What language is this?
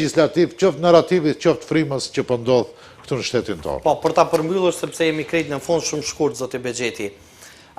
Albanian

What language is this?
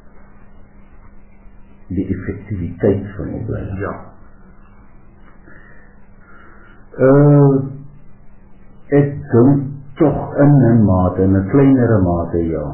Afrikaans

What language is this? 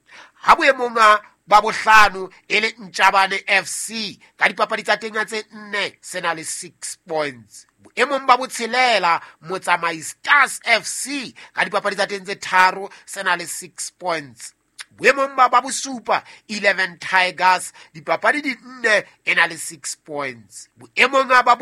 Southern Sotho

